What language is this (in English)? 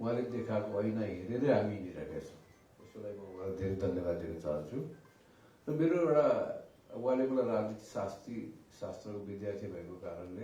Nepali